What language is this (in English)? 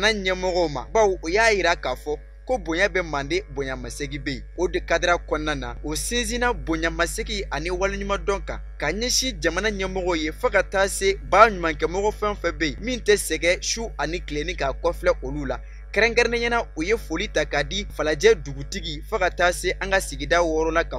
Bambara